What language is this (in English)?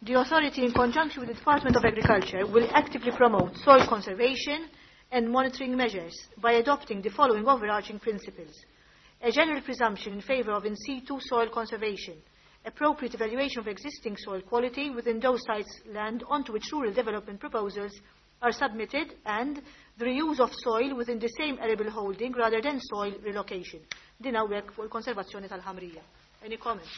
Maltese